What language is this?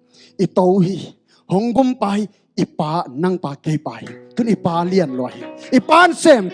Tedim Chin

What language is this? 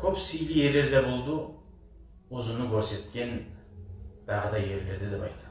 Kumyk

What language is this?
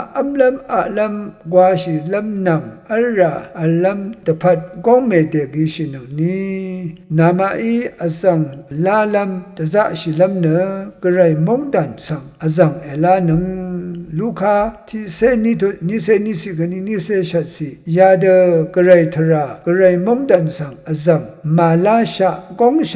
Rawang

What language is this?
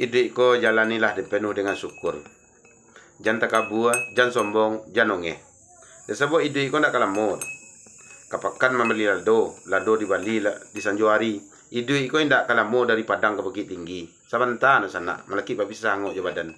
Minangkabau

